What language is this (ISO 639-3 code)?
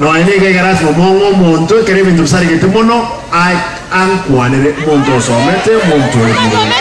guz